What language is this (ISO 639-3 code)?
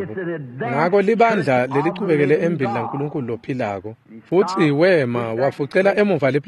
ssw